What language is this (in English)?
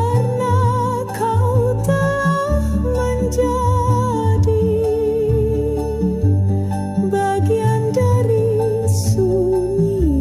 Indonesian